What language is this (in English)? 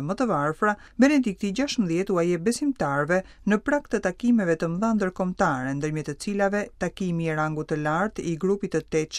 Albanian